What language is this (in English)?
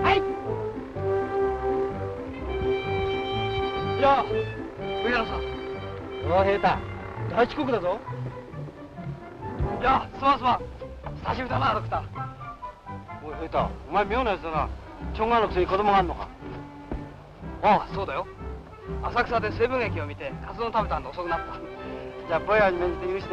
Japanese